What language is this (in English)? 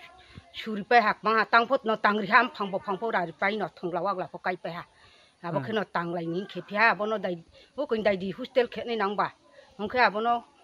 Riang (India)